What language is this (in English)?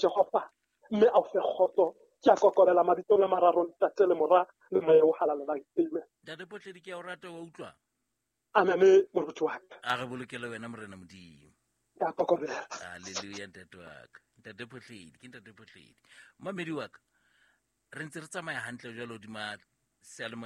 Southern Sotho